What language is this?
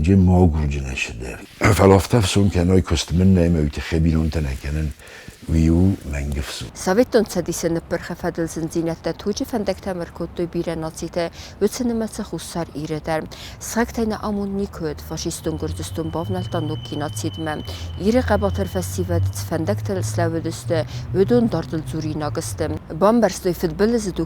Ossetic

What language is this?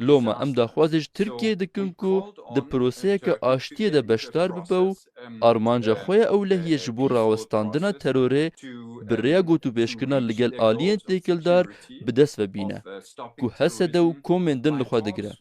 Kurdish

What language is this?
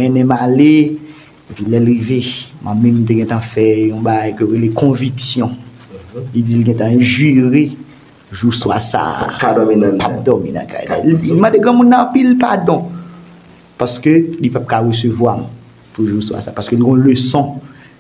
Haitian Creole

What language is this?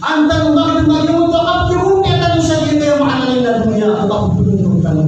Maranao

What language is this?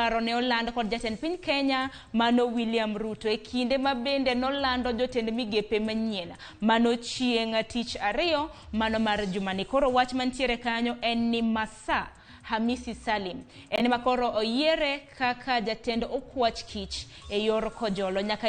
Luo (Kenya and Tanzania)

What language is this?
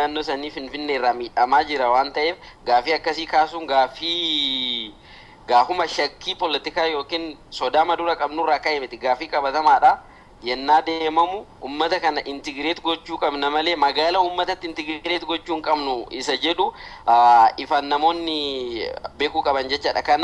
Oromo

